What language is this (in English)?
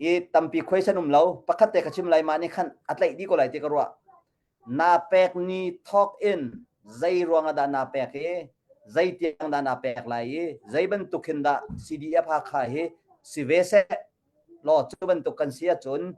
Hakha Chin